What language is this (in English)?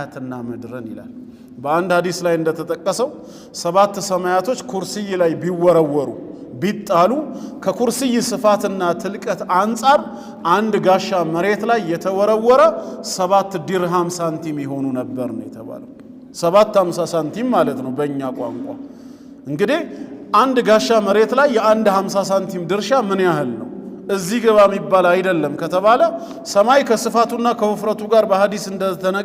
Amharic